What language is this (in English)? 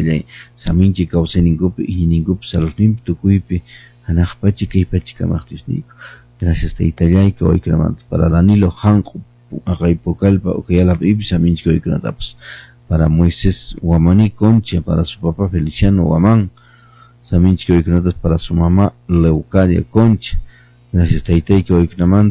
Quechua